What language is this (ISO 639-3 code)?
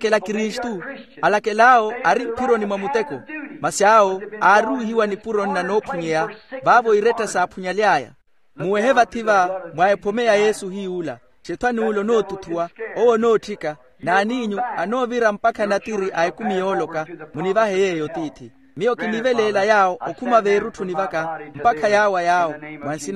vmw